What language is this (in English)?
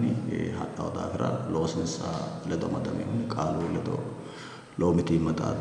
Sidamo